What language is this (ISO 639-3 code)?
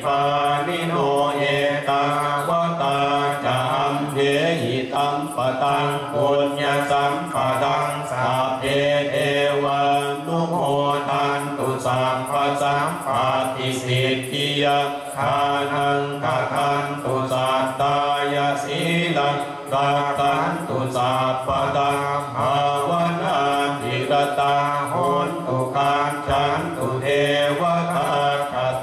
pli